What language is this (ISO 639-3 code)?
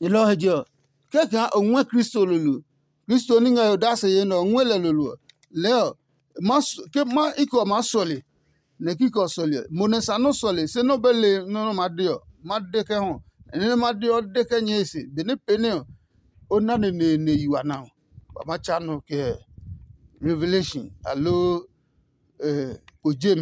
ada